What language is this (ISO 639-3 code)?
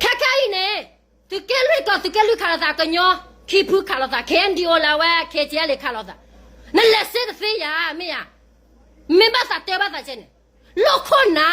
ksw